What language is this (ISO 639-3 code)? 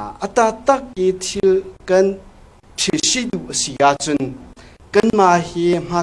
cnh